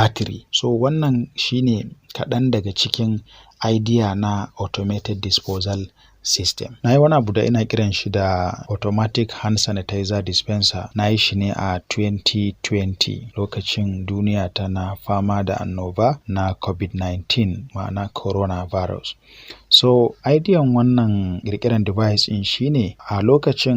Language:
Hausa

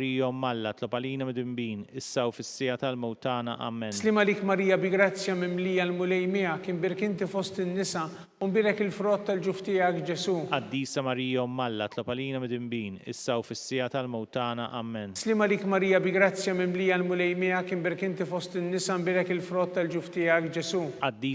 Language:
Maltese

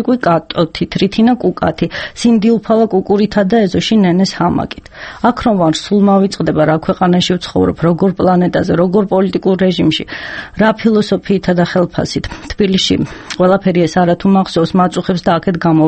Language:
Georgian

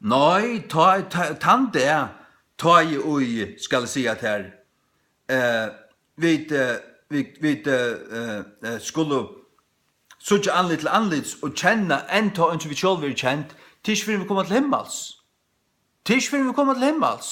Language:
Faroese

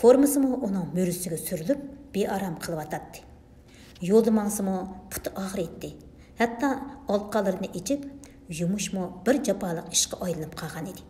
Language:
Uyghur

